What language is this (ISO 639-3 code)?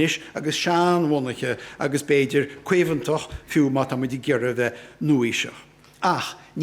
gle